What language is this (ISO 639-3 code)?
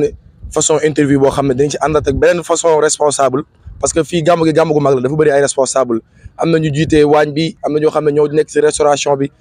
wol